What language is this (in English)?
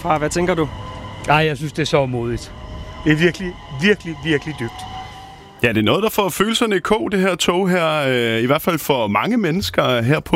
Danish